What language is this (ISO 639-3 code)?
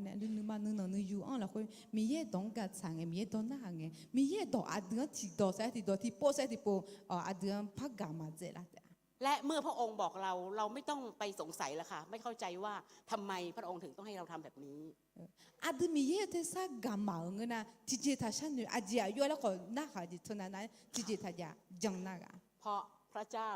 ahk